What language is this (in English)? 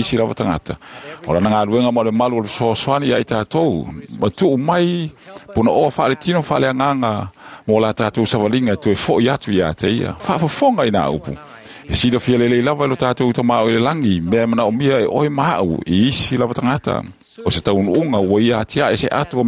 Samoan